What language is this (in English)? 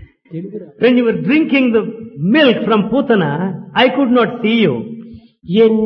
Telugu